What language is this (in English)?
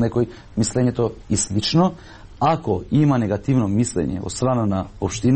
Macedonian